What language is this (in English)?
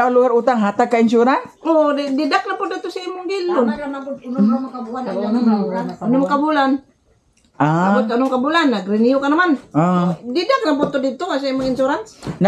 Cebuano